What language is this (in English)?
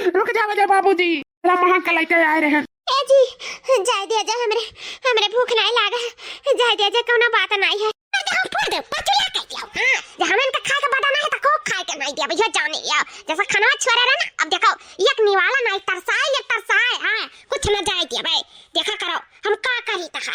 Awadhi